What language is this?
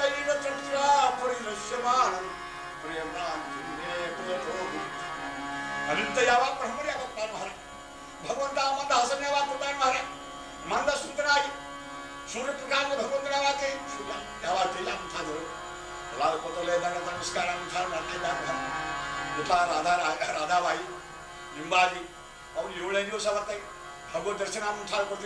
Kannada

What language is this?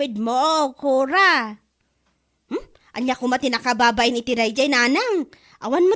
Iloko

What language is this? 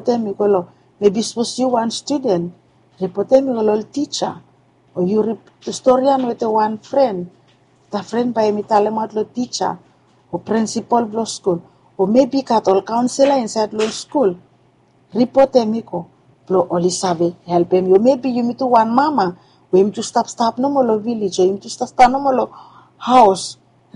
Bislama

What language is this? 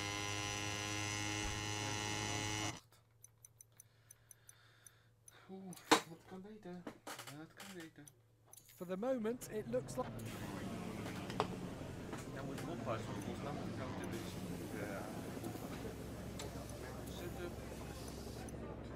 Dutch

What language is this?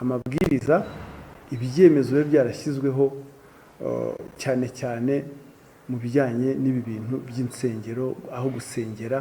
Kinyarwanda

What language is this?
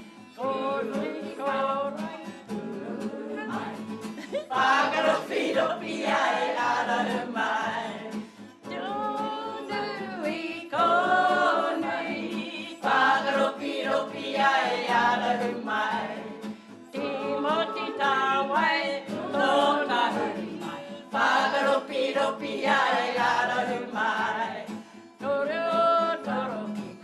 Māori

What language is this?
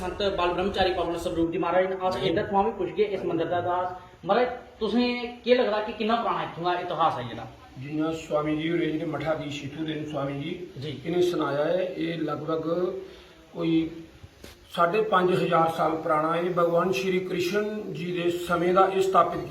Dogri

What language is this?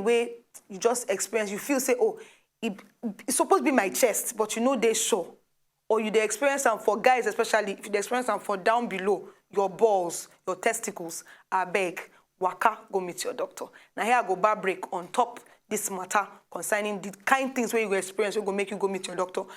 Nigerian Pidgin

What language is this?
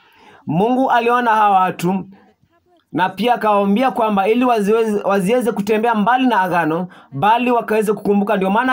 Swahili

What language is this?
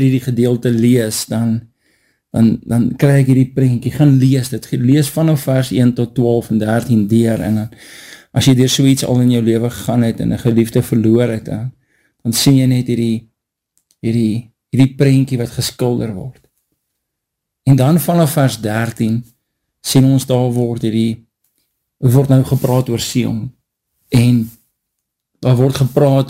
Afrikaans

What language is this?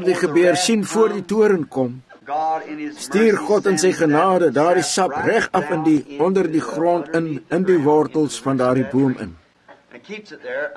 Afrikaans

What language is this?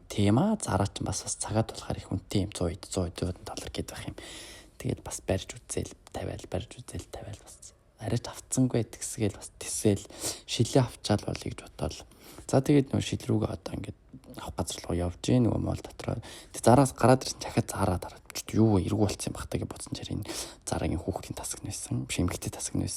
Mongolian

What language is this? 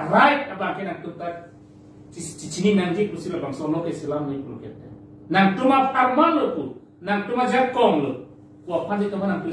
Karbi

